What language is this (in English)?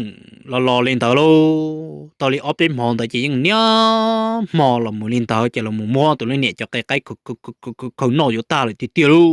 Hmong